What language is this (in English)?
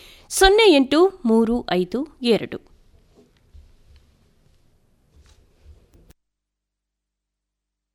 Kannada